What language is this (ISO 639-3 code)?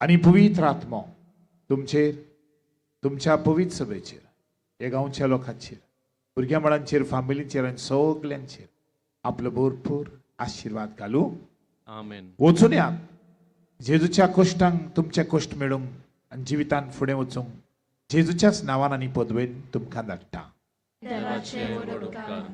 kok